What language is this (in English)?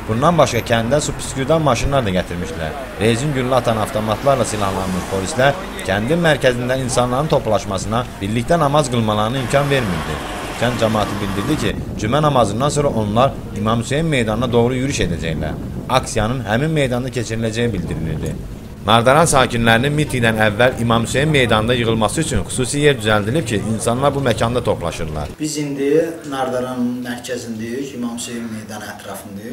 Azerbaijani